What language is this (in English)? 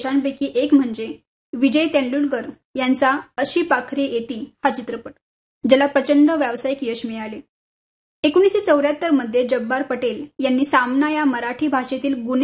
Marathi